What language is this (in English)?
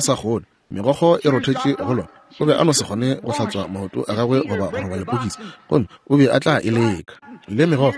Northern Sotho